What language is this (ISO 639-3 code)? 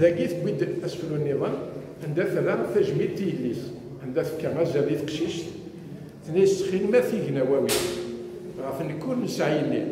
kab